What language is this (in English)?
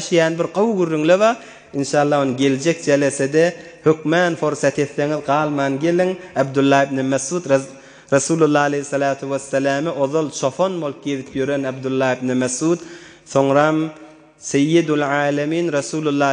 Turkmen